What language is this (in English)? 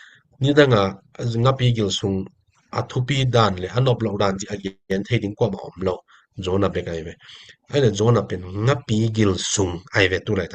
Tedim Chin